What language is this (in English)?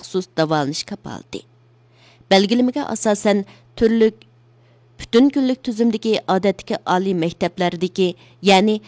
Uyghur